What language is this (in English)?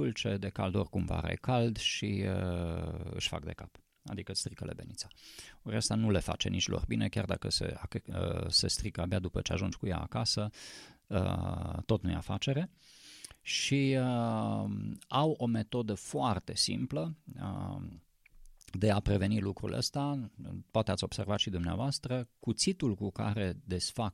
Romanian